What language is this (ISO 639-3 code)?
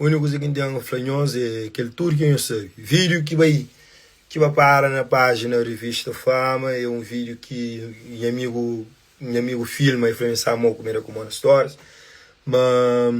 kea